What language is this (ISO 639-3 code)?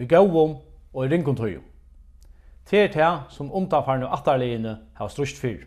fao